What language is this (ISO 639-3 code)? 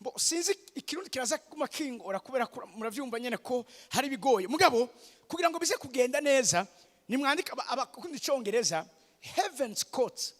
run